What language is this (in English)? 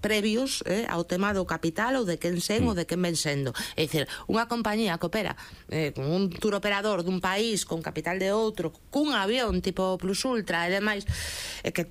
Galician